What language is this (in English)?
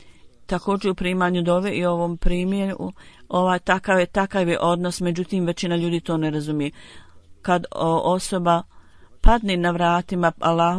Bosnian